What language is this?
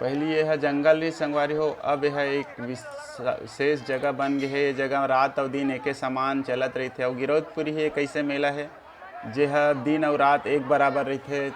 Chhattisgarhi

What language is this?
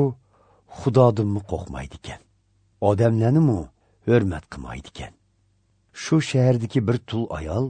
Uyghur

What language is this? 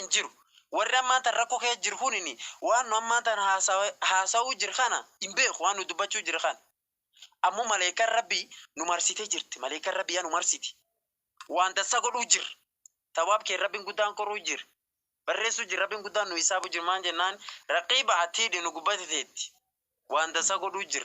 Oromo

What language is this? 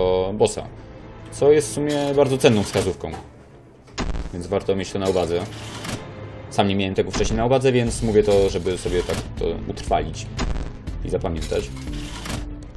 Polish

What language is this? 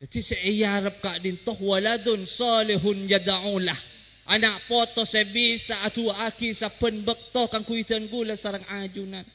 Madurese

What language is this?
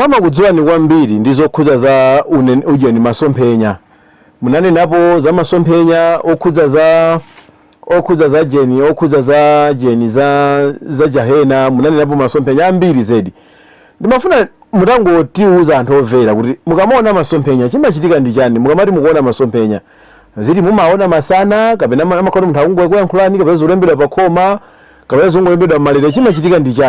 Nyanja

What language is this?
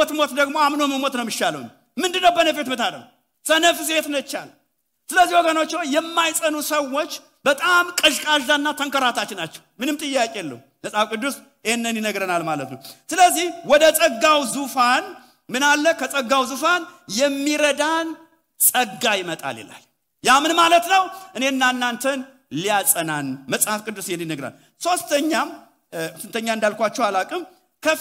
Amharic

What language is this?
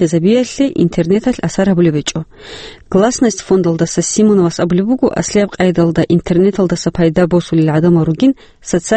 Avaric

